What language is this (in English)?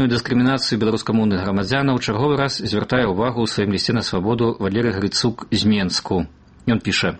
Belarusian